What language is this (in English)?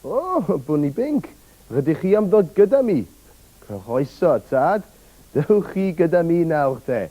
Welsh